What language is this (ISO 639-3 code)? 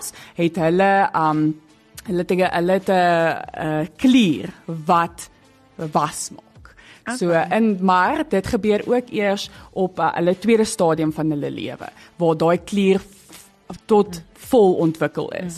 afr